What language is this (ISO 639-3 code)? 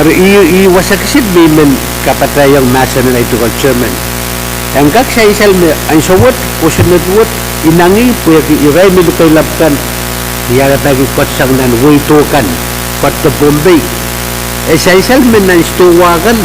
pon